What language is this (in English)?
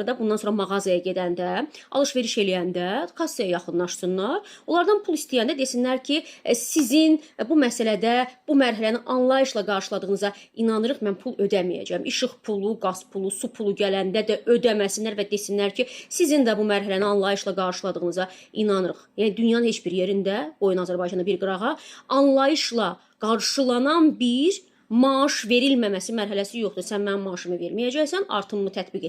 Azerbaijani